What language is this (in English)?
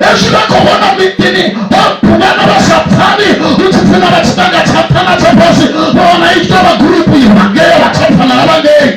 Venda